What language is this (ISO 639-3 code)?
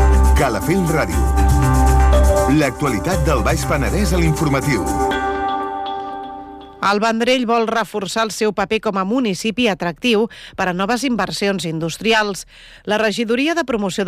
cat